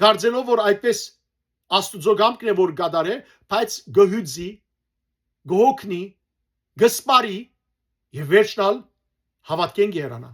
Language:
Western Armenian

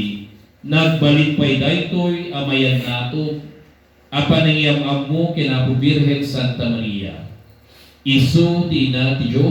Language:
Iloko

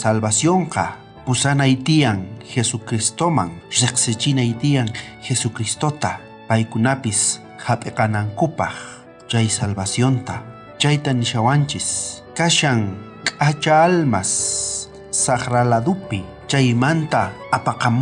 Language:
South Bolivian Quechua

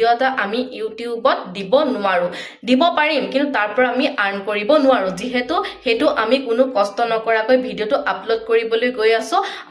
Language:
Assamese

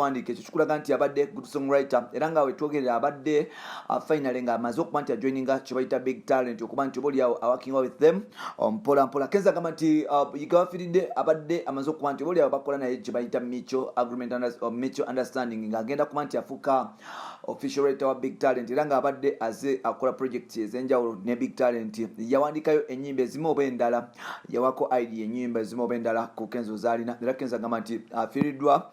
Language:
Ganda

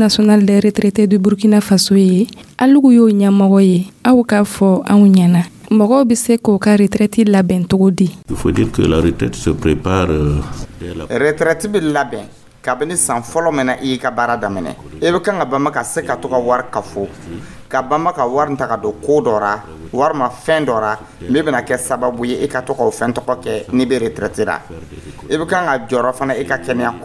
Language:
Dyula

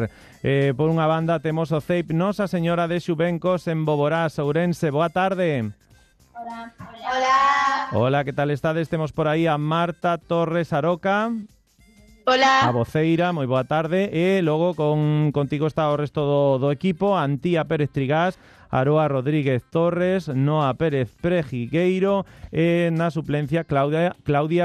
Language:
Galician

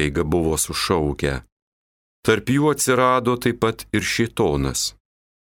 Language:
Lithuanian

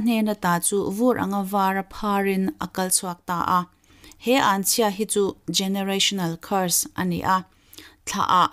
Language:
Mizo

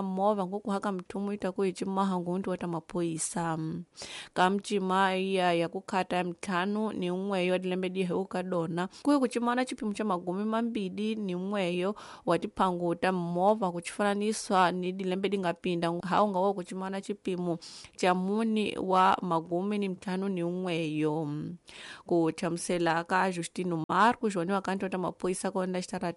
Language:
Tsonga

